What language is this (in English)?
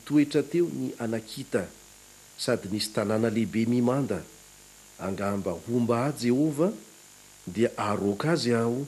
Malagasy